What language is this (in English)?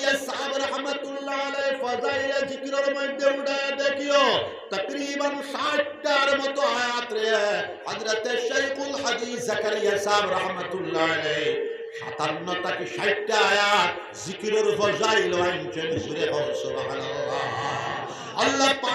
Sylheti